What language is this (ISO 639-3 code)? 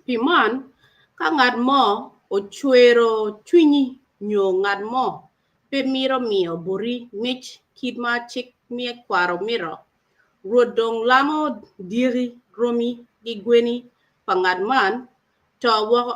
ach